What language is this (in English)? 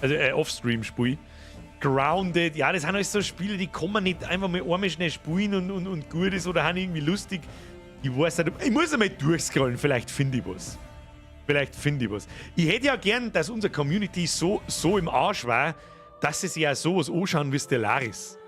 Bavarian